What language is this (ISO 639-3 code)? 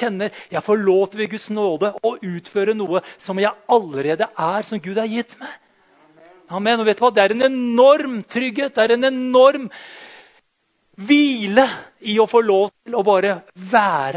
nor